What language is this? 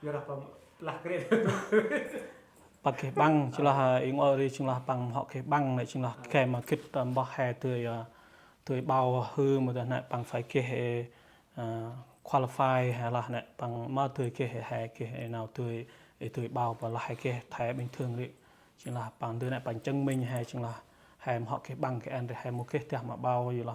Central Mnong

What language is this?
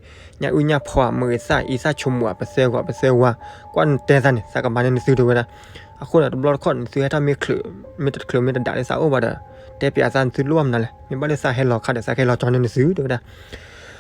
S'gaw Karen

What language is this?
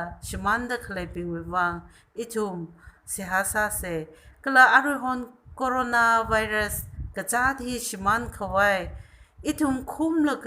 Tangkhul Naga (India)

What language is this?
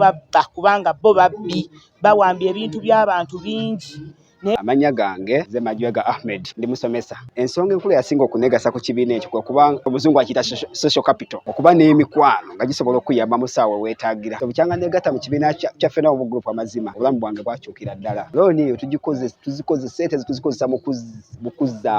Ganda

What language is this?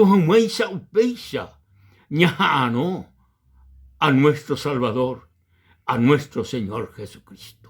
Guarani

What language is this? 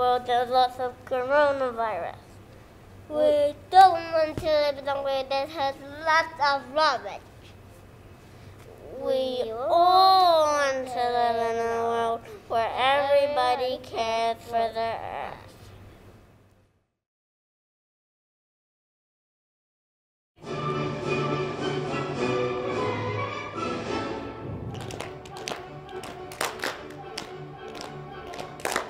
English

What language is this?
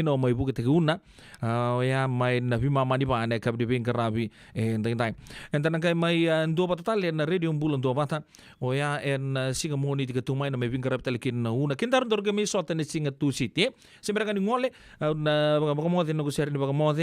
Fijian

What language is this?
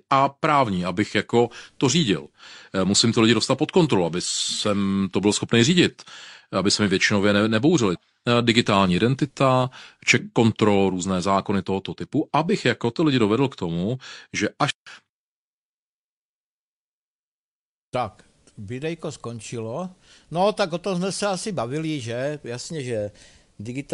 Czech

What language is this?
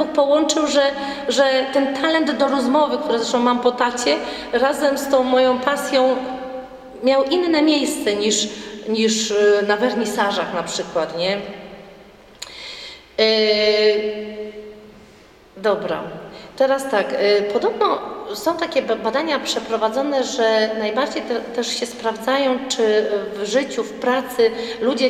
Polish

